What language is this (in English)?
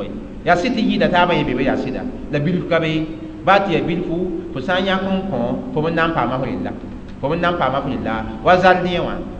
Mossi